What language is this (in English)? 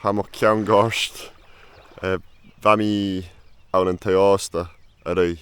Scottish Gaelic